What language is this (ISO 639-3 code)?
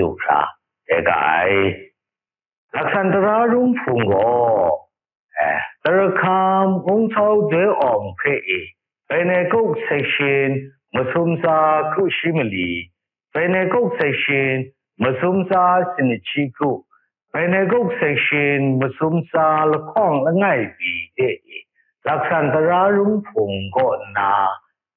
kac